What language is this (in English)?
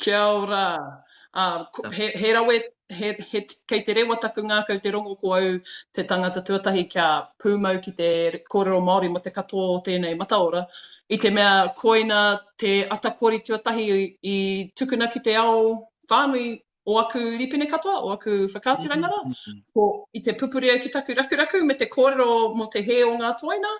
Māori